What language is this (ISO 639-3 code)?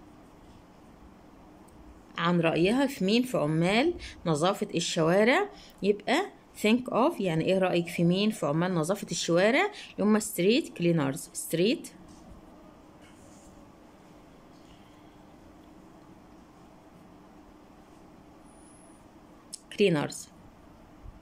arz